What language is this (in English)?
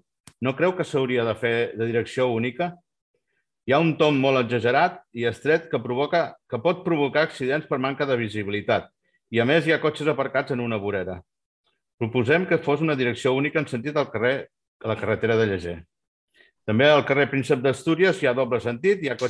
Catalan